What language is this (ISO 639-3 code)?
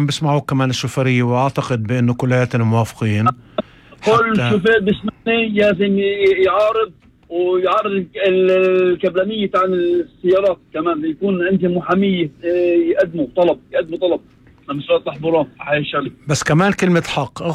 apc